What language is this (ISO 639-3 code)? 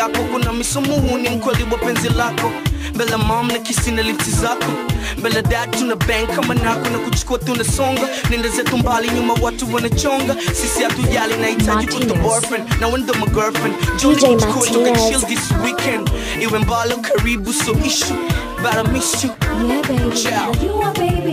swa